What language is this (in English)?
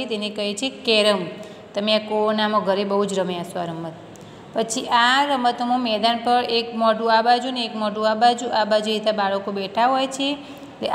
Gujarati